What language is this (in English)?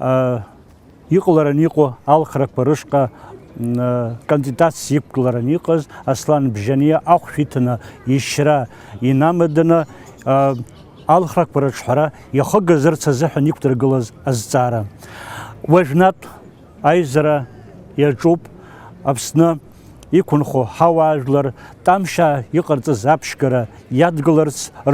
Abkhazian